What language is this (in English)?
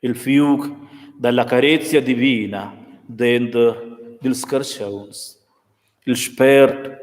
Romansh